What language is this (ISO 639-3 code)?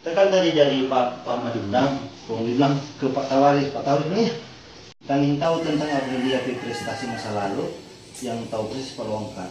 xmm